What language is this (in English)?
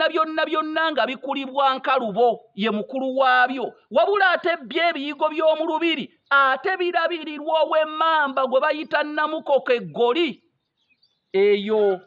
Ganda